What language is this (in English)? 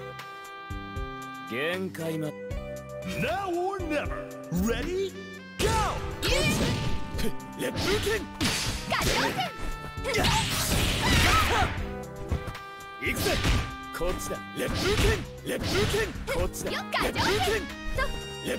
Japanese